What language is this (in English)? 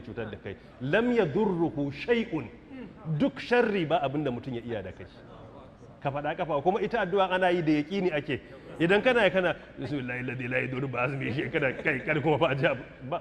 Hausa